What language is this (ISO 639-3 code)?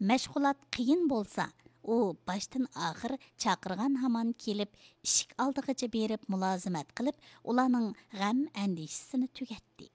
uig